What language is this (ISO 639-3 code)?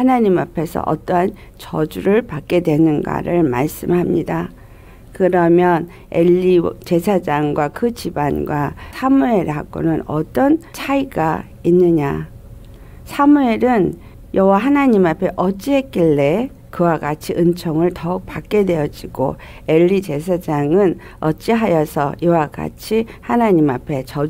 kor